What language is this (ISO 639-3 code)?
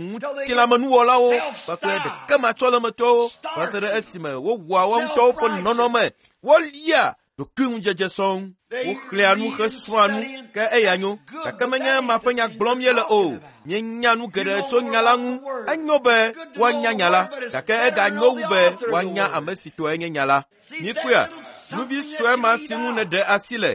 ewe